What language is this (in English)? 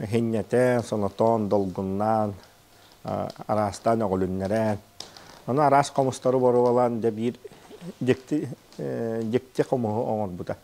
Yakut